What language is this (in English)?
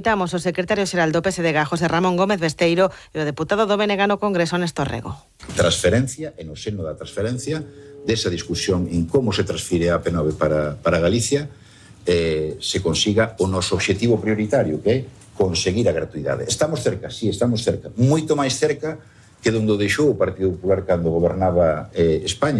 Galician